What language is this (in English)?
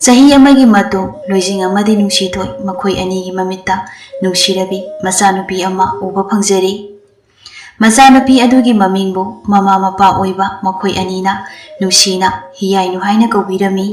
Manipuri